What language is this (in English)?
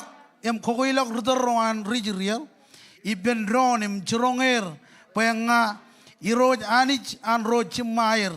Marshallese